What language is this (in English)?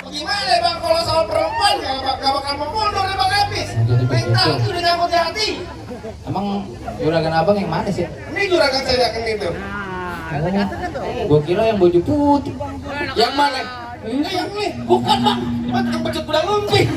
Betawi